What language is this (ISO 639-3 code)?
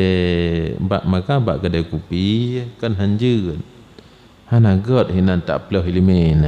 ace